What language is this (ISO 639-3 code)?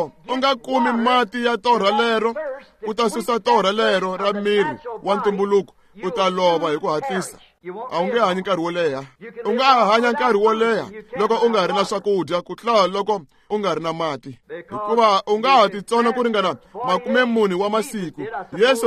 tso